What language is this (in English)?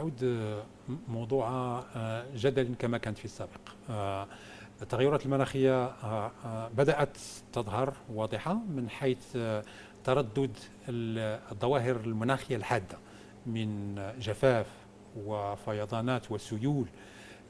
Egyptian Arabic